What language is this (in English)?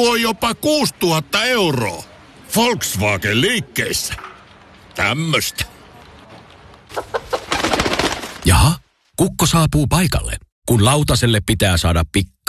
Finnish